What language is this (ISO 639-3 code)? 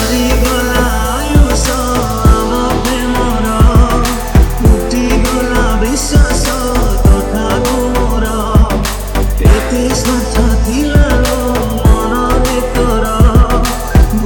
ori